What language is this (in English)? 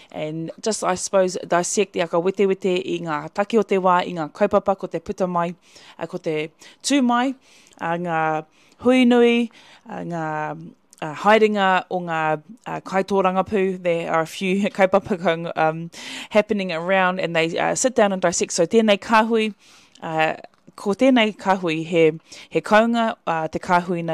Māori